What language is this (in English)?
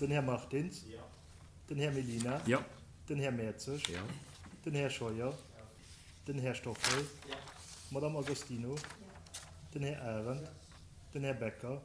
Luxembourgish